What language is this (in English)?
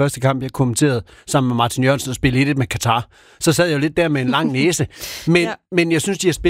Danish